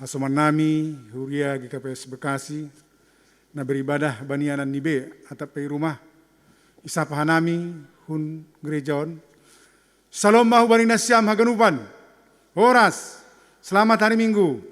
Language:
Batak Simalungun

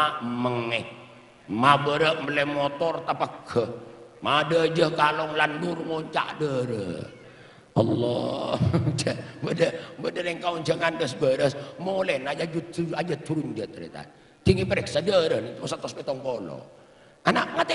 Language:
Madurese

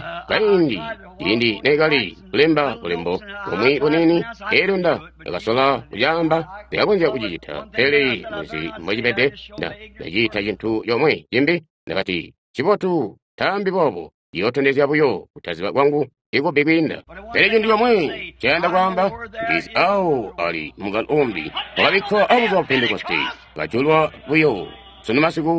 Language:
Tonga (Zambia)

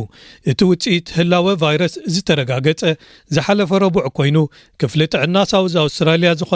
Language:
Tigrinya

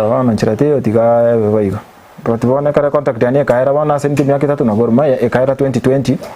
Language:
Gusii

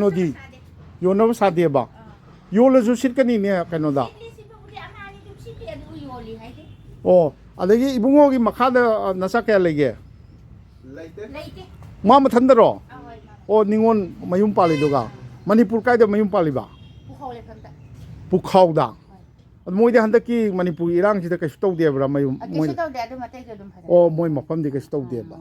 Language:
Manipuri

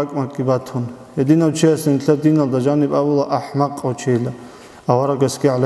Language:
Avaric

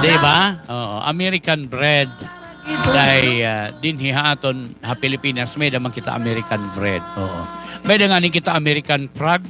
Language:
Waray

